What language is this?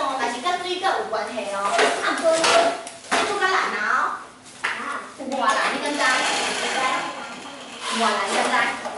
Min Nan Chinese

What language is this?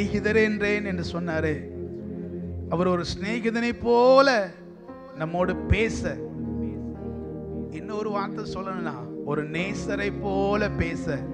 Tamil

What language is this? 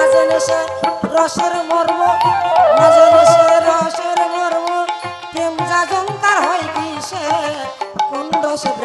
Bangla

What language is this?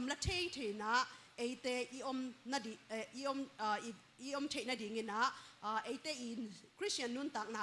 Tedim Chin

